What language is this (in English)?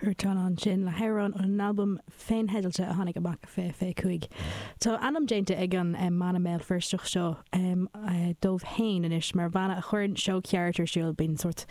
Irish